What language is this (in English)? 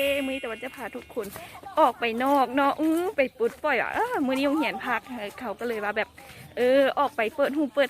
Lao